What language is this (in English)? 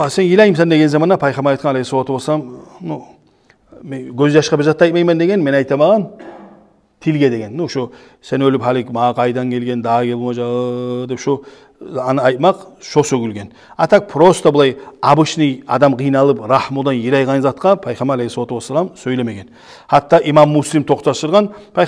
Kumyk